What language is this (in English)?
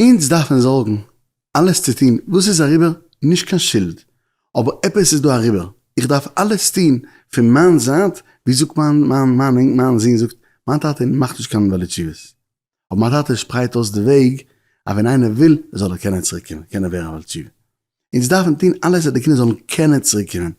Yiddish